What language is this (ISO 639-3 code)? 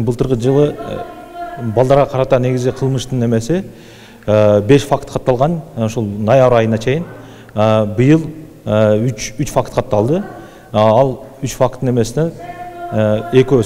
kir